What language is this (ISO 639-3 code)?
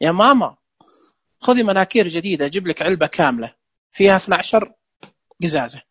ars